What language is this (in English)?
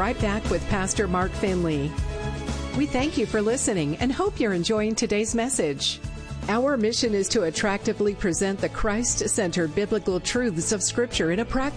English